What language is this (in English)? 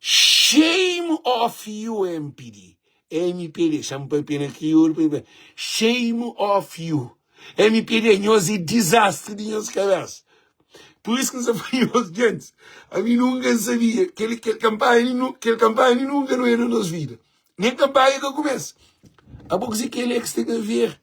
Kabuverdianu